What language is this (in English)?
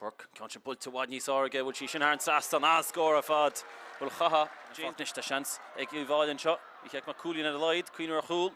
Irish